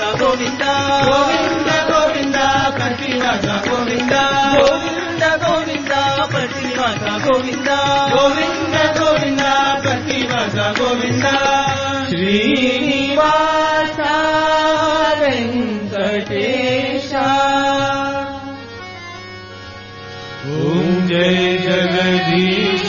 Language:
Telugu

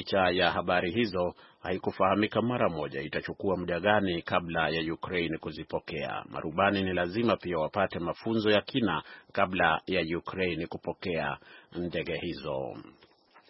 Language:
Swahili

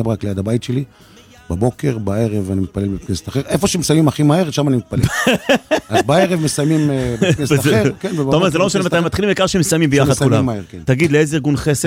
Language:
Hebrew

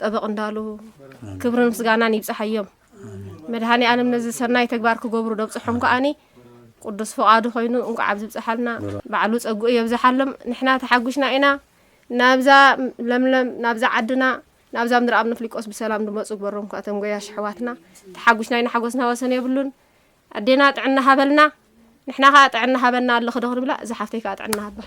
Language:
Tigrinya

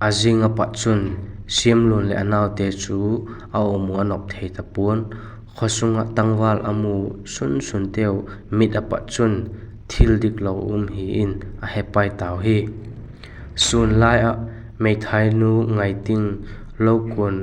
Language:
Vaiphei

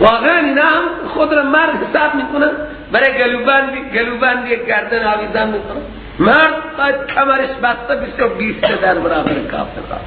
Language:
Persian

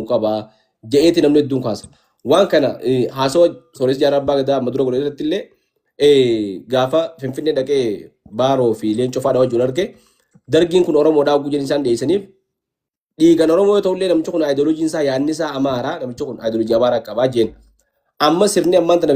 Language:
Oromo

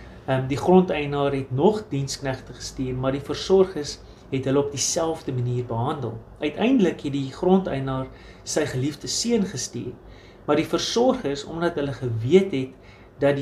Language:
Afrikaans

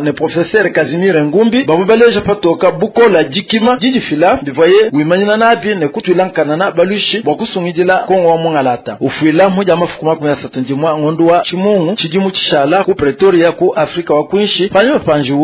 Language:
Luba-Lulua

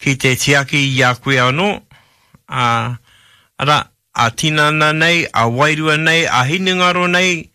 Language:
Māori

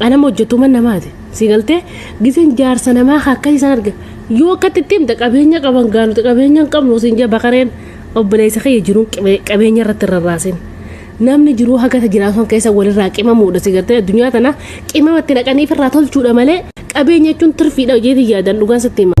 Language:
Oromo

